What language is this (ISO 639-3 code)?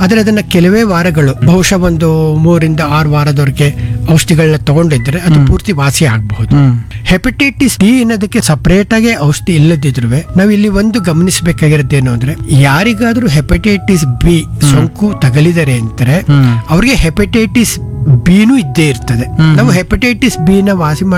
kan